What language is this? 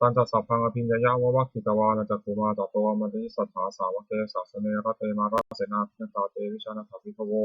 Pali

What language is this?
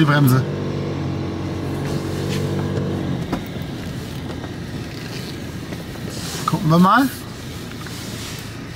German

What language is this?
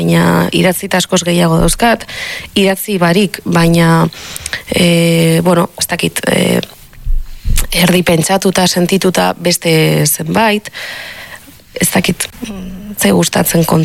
Basque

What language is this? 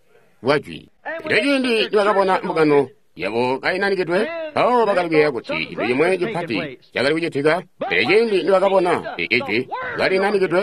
Tonga (Zambia)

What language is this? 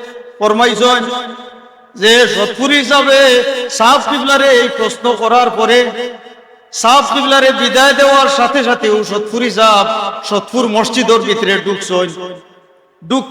Sylheti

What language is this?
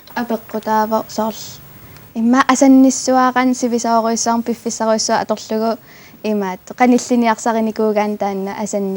Kalaallisut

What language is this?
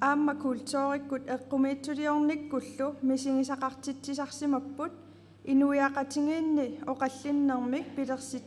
Kalaallisut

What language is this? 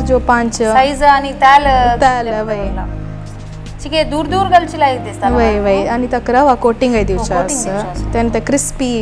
Konkani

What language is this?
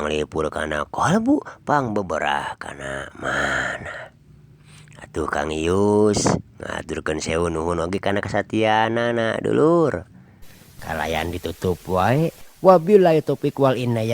Sundanese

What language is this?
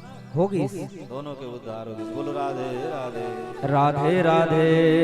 Chhattisgarhi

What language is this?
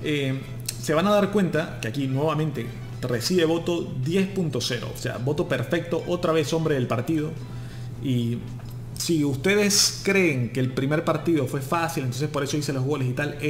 Spanish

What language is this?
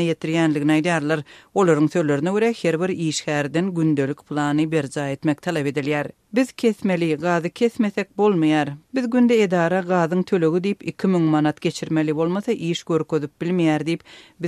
Turkmen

